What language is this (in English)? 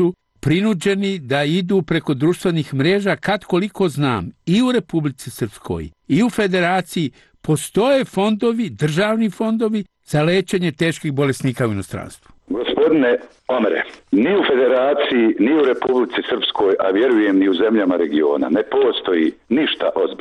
Serbian